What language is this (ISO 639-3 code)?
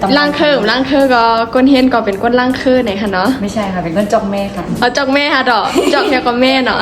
shn